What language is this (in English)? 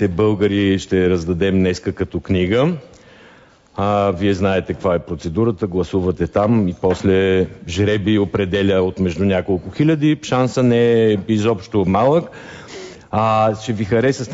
Bulgarian